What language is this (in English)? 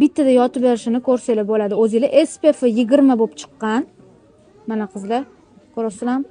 Uzbek